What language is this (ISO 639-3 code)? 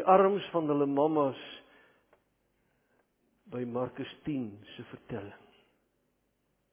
afr